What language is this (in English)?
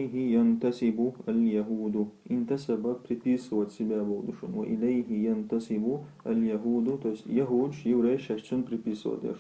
Chechen